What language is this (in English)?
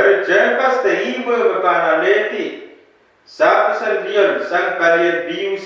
Pohnpeian